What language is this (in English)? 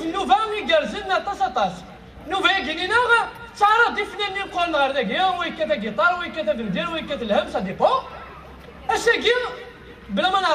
Kabyle